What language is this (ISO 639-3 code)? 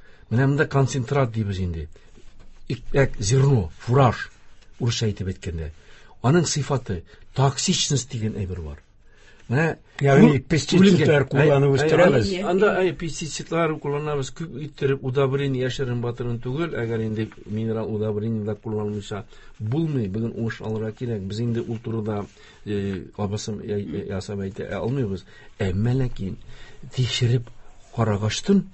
tat